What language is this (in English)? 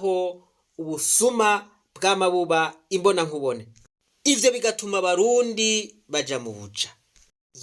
Rundi